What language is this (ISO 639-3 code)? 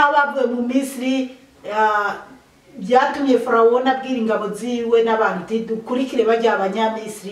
run